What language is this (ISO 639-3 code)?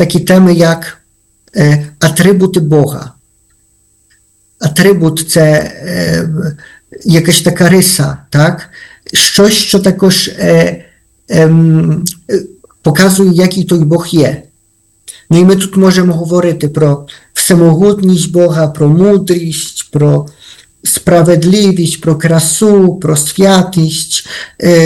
ukr